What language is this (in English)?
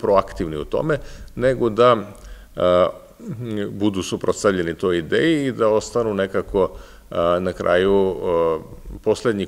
Serbian